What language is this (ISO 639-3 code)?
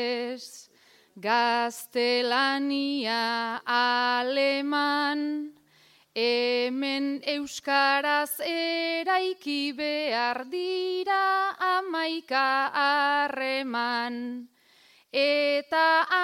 eus